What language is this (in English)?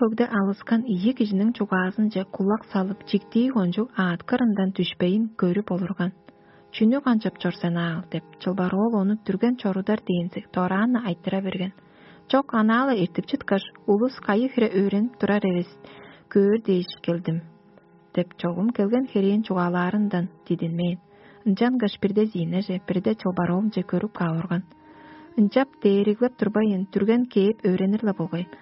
Tuvinian